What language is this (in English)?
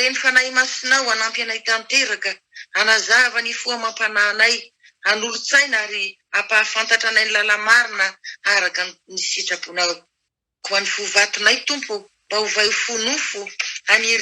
Malagasy